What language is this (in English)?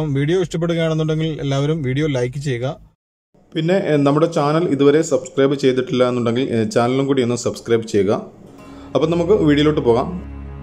Malayalam